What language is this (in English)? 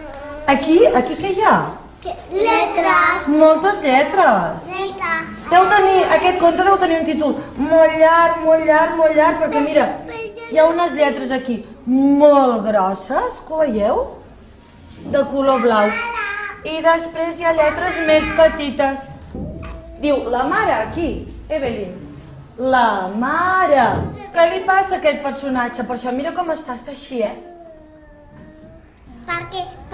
Catalan